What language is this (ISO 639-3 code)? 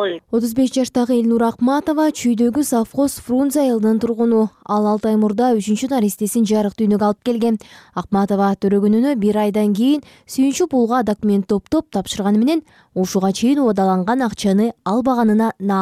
kir